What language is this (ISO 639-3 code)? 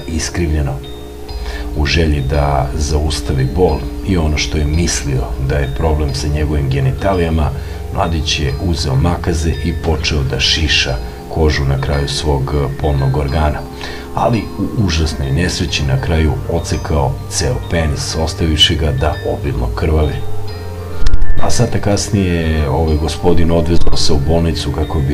srp